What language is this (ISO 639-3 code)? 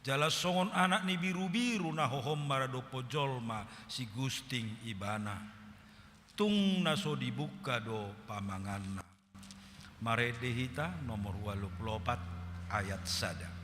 bbc